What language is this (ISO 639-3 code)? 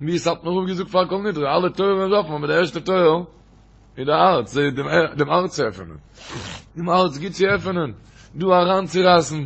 yid